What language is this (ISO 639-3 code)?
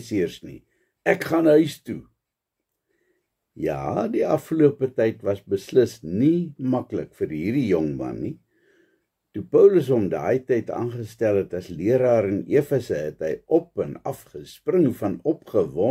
afr